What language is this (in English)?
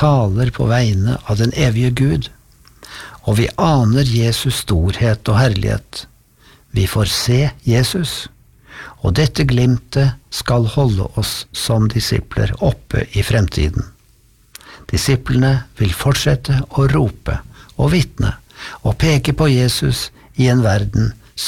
Norwegian